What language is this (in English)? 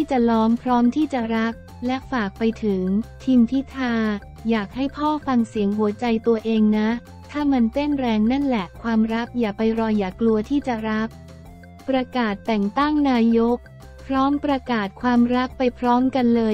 Thai